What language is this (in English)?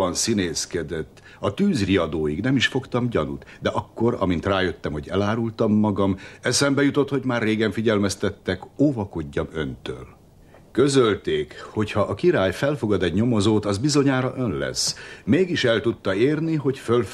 Hungarian